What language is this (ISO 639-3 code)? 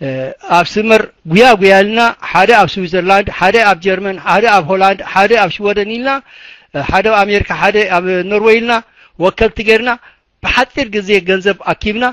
tir